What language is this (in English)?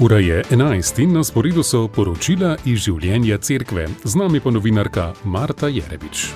Slovenian